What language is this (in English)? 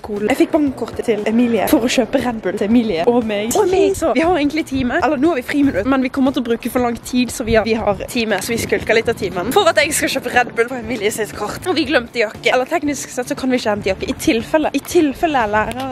Norwegian